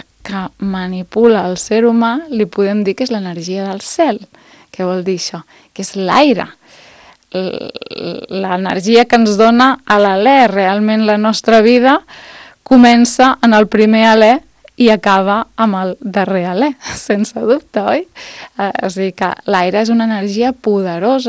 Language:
Catalan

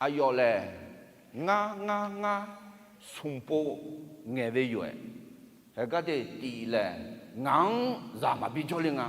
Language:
Akha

